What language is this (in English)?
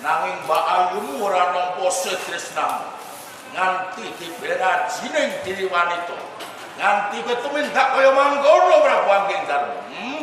Javanese